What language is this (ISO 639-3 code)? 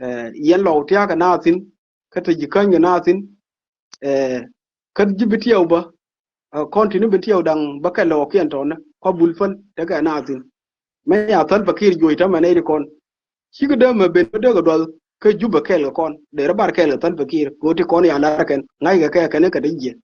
nus